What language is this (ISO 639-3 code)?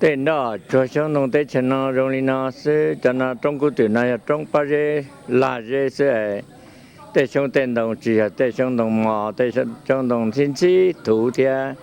hmn